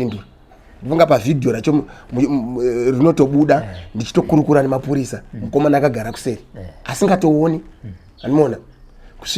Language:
Shona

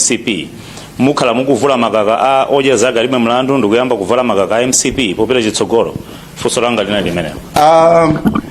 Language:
Nyanja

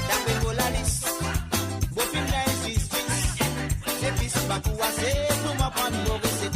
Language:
Morisyen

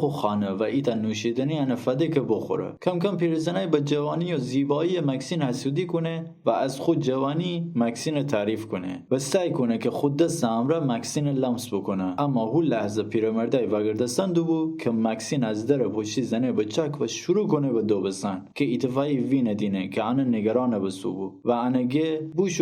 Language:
Gilaki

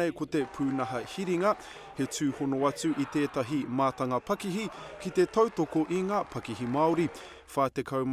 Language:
Māori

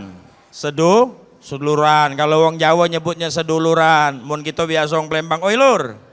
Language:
Musi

